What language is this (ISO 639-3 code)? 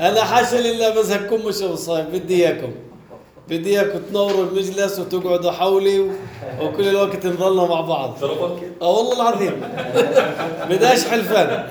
apc